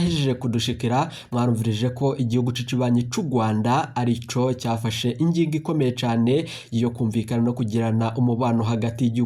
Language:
Rundi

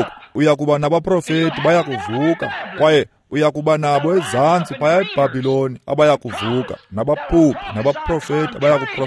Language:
Xhosa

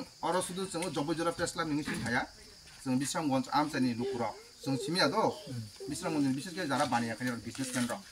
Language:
Kok Borok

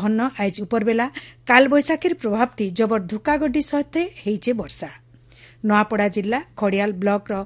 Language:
Odia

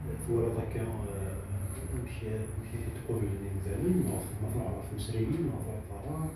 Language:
Kabyle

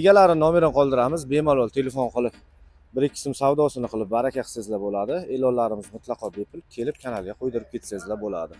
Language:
Uzbek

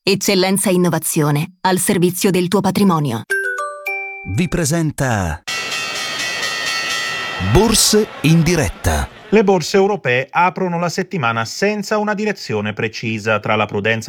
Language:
Italian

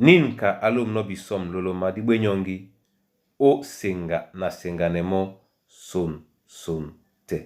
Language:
Duala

